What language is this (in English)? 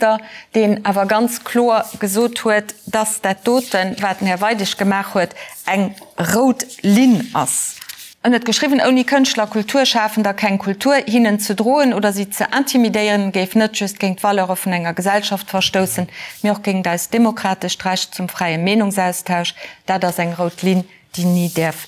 Luxembourgish